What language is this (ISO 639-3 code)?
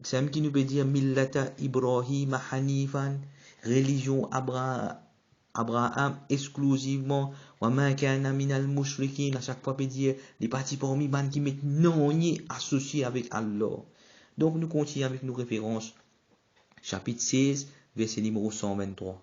mfe